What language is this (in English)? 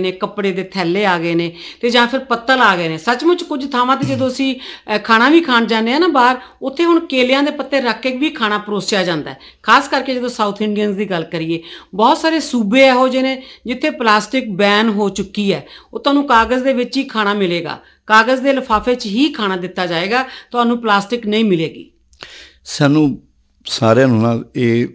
Punjabi